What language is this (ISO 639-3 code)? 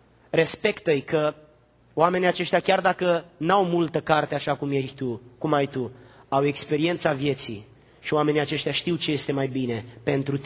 ron